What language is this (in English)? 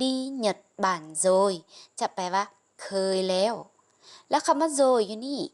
Lao